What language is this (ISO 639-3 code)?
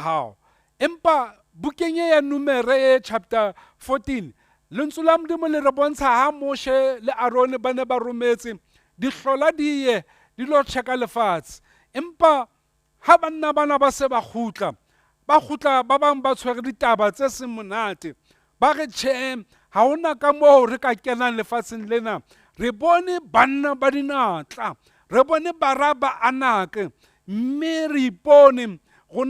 sot